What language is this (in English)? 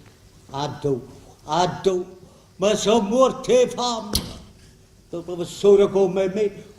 Neapolitan